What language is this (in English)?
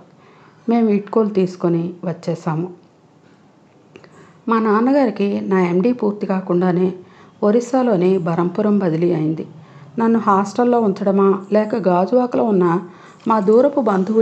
Telugu